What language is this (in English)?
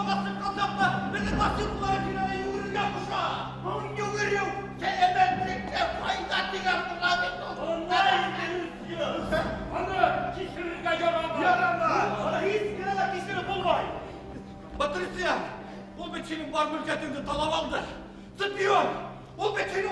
Bashkir